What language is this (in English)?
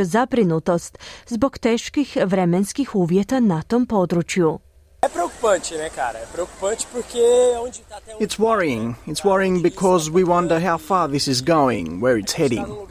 Croatian